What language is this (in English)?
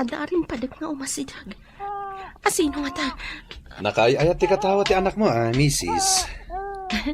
Iloko